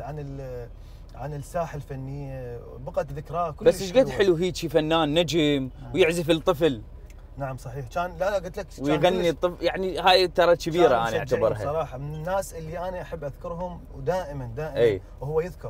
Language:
Mesopotamian Arabic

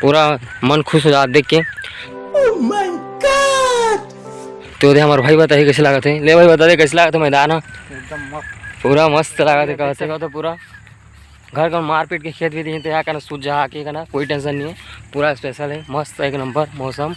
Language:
Chhattisgarhi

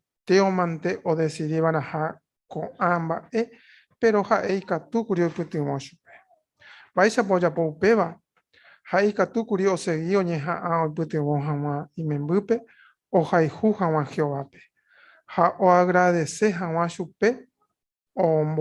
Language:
Guarani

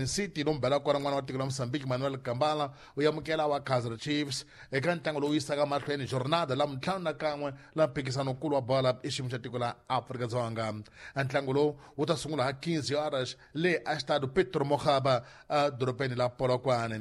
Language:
Tsonga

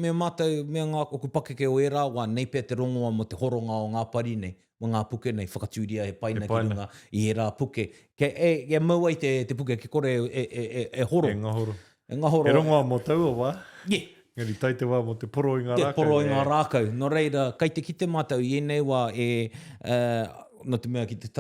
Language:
Māori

